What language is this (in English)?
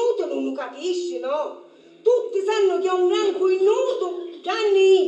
Sicilian